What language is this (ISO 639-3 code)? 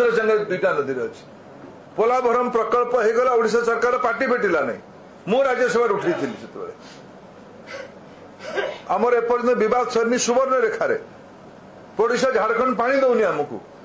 ori